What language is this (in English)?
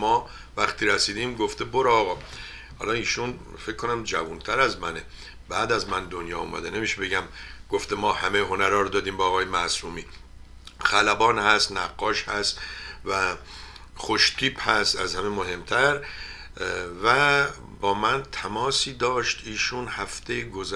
Persian